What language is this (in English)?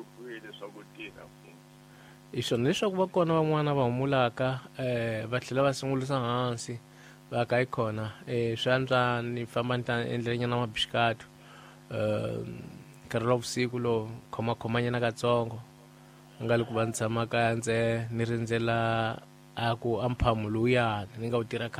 Tsonga